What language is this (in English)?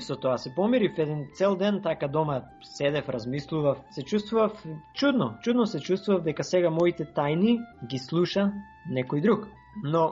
Macedonian